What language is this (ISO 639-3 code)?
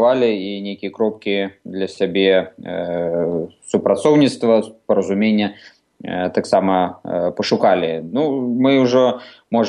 bel